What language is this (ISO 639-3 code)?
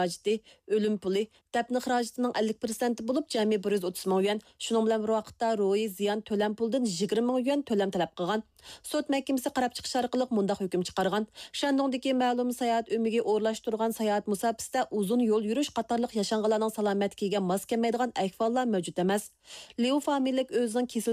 uig